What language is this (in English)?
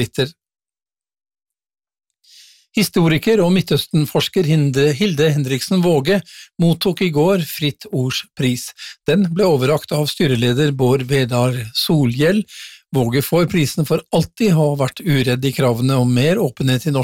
Norwegian